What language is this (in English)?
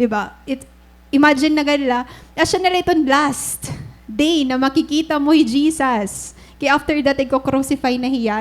Waray